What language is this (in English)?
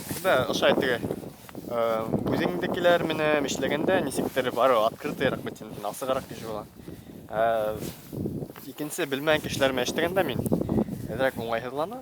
Bashkir